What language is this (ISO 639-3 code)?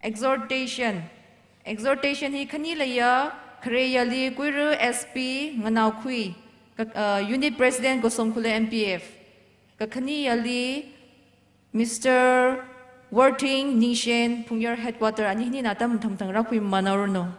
nmf